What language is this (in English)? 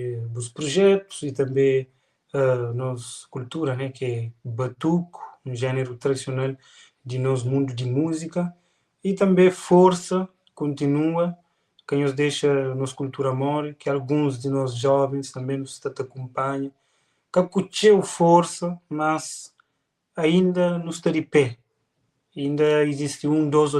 Kabuverdianu